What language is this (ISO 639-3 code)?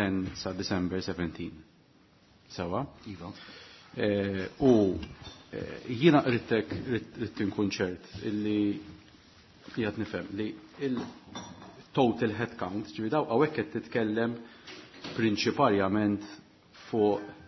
mlt